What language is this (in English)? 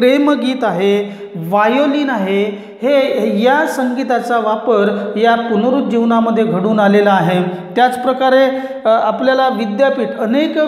Marathi